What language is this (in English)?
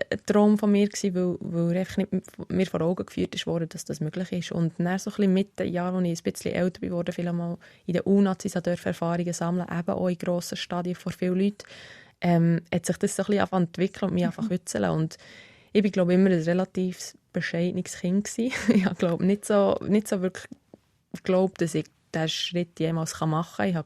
Swiss German